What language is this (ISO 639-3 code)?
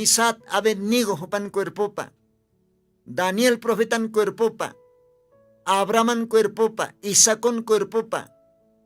aym